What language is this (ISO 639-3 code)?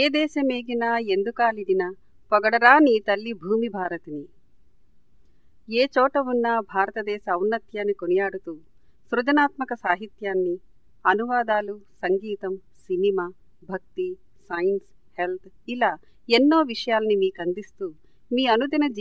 tel